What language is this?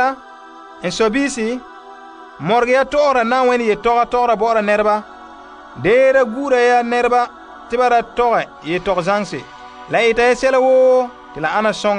Frafra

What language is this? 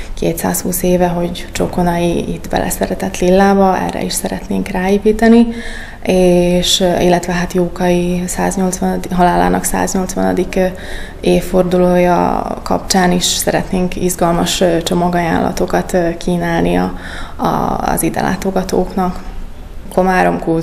Hungarian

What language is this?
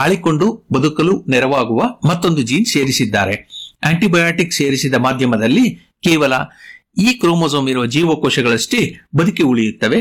Kannada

